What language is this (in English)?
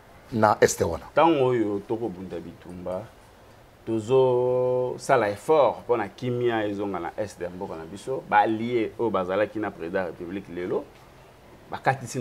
Lingala